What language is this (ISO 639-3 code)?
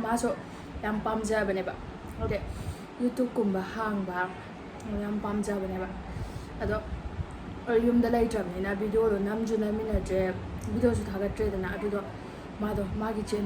mni